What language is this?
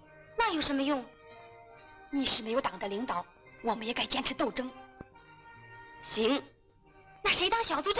Chinese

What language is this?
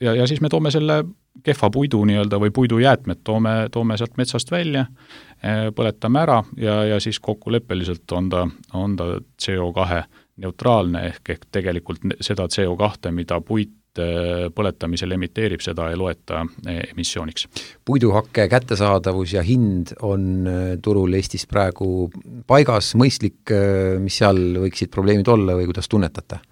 Estonian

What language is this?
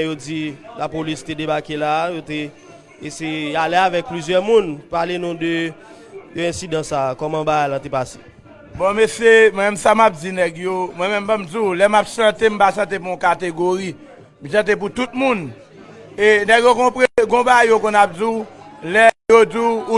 Haitian Creole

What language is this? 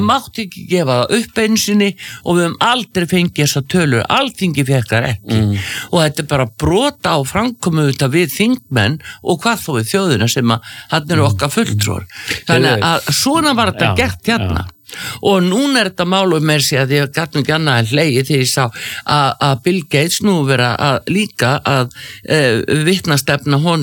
Icelandic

